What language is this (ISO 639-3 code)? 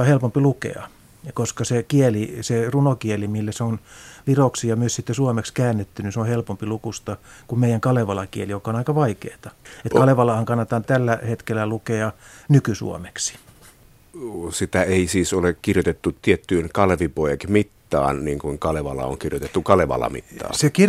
fin